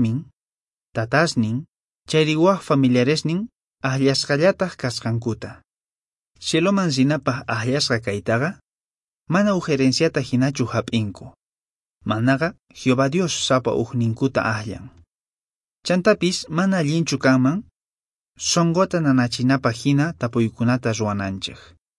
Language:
Quechua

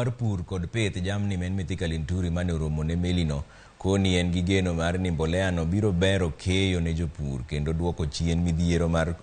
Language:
Luo (Kenya and Tanzania)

